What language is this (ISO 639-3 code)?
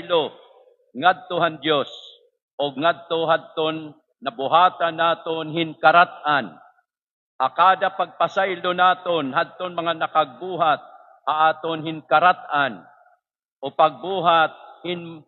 war